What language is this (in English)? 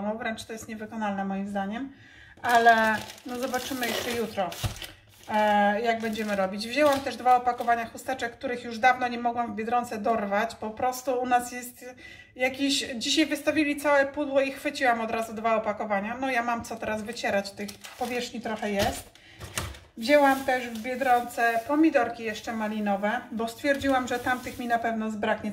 Polish